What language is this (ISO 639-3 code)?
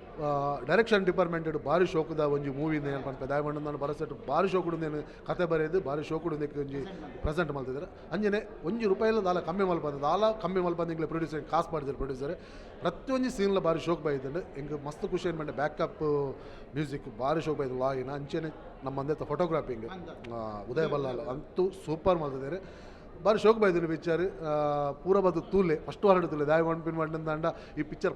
tcy